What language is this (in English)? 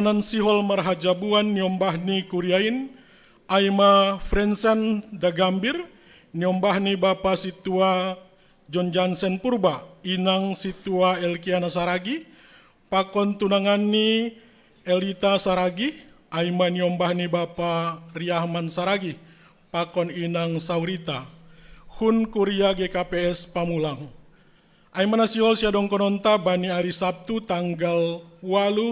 Batak Simalungun